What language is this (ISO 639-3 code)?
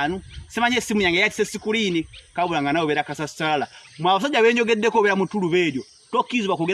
lug